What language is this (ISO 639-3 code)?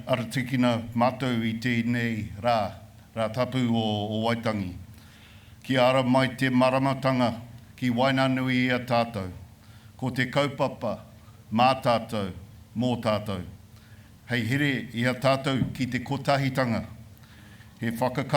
mri